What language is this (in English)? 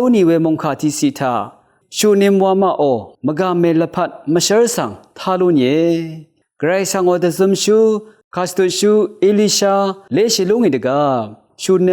Rawang